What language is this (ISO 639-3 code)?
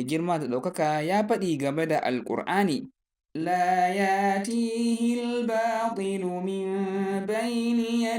hau